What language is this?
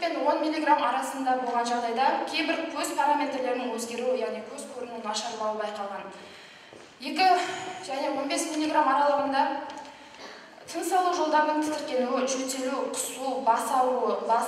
Kazakh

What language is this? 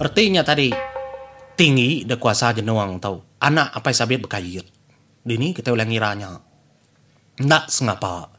Iban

